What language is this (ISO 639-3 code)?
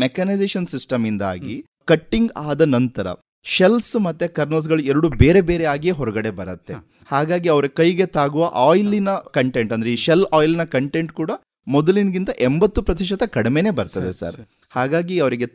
kan